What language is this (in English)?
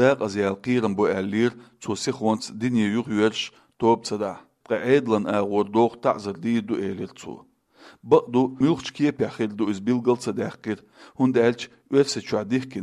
Chechen